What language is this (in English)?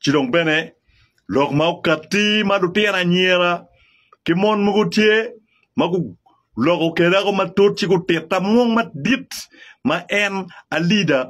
Acoli